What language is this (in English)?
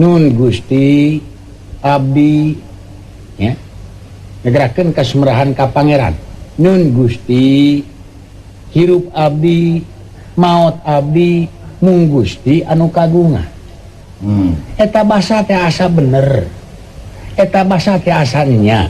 Sundanese